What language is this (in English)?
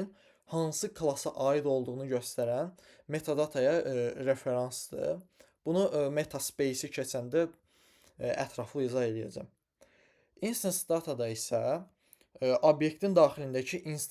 Azerbaijani